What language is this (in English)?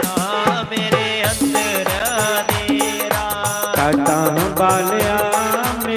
Dogri